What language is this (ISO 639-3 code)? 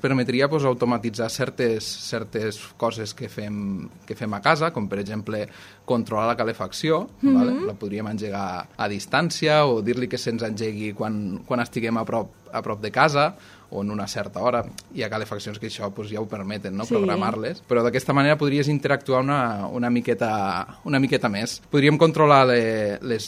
cat